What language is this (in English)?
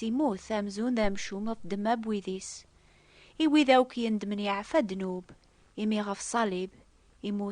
Kabyle